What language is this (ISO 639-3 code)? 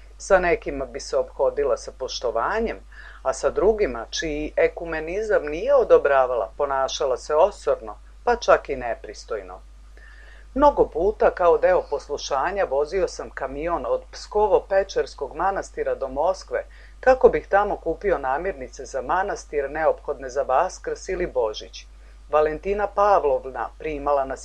srp